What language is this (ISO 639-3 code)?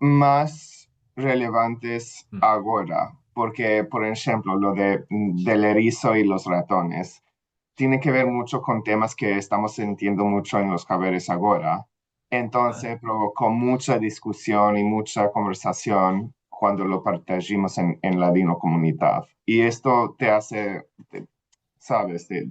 lad